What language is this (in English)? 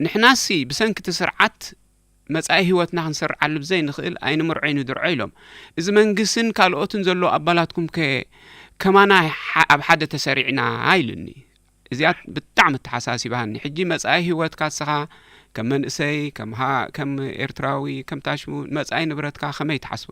Tigrinya